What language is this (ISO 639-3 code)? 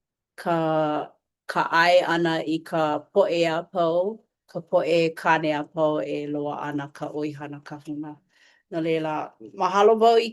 haw